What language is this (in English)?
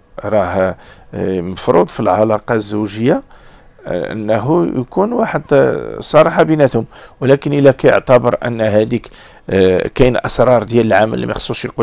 Moroccan Arabic